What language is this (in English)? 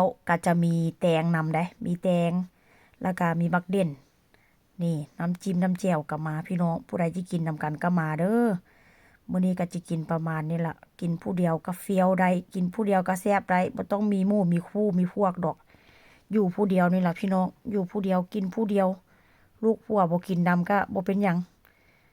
Northeastern Thai